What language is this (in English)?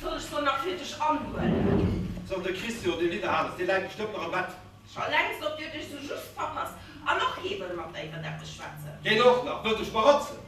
Luxembourgish